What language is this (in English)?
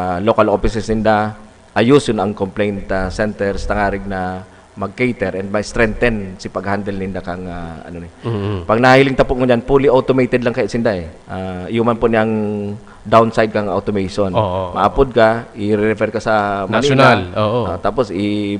Bikol